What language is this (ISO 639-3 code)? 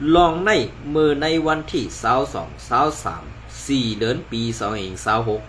shn